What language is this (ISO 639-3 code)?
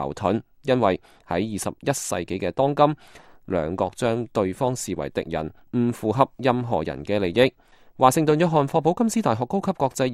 yue